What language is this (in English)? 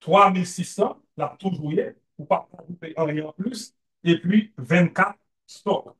Haitian Creole